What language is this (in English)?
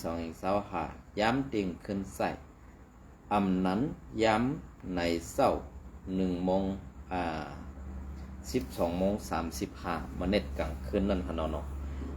Shan